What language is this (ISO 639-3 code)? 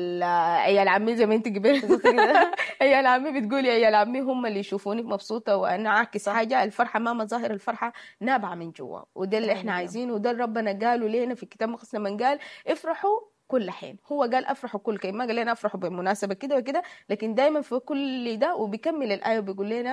apd